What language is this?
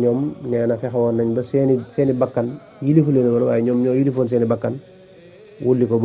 Wolof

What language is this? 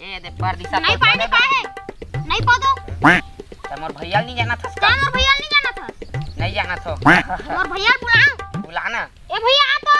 Chhattisgarhi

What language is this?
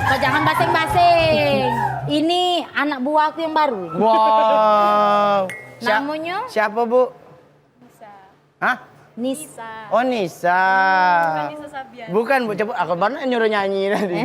Musi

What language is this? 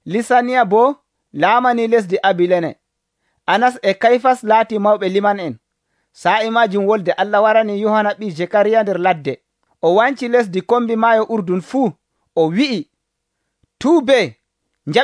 Nigerian Fulfulde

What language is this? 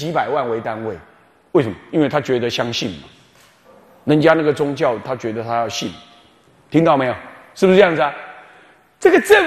Chinese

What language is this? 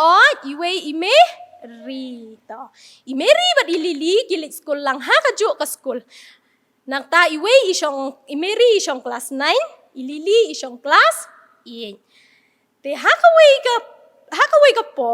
Khasi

